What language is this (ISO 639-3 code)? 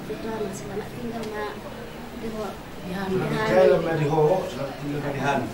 bbc